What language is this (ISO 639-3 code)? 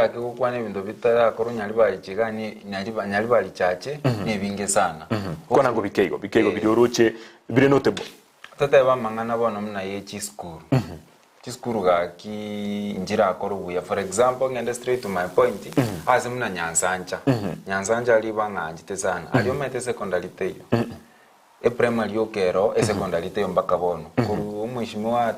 guz